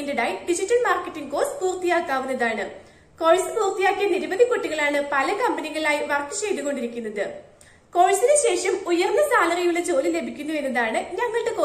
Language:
Malayalam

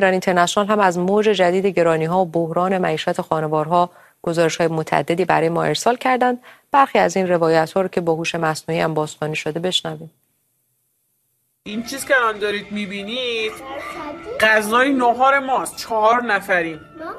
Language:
Persian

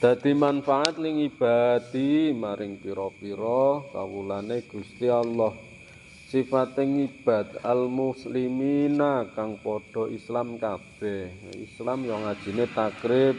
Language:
Javanese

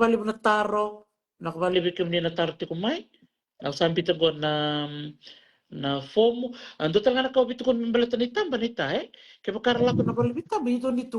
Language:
Fijian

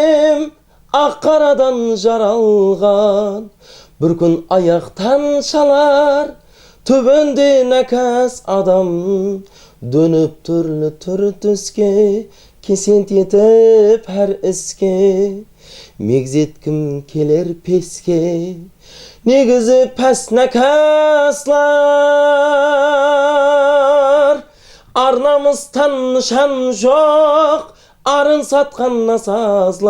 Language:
Kara-Kalpak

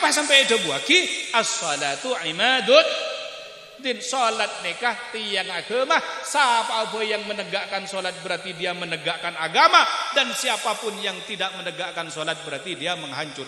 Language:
Madurese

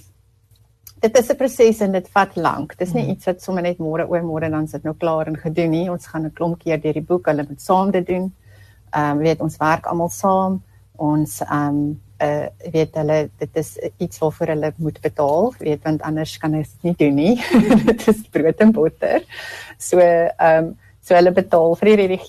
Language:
Afrikaans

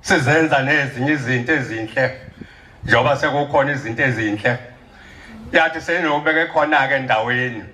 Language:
Zulu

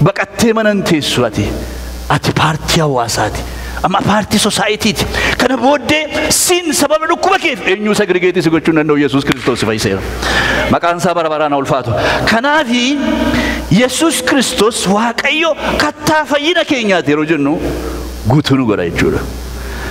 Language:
Oromo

